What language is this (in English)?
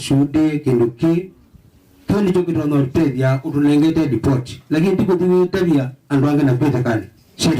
Kamba